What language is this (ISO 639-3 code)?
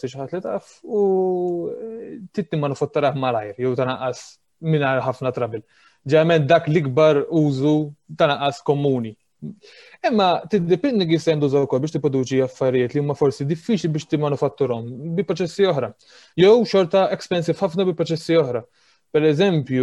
mlt